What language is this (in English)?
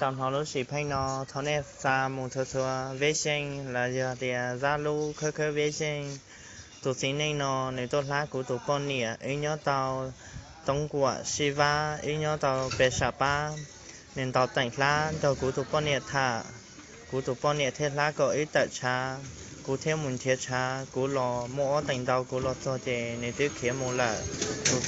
Hmong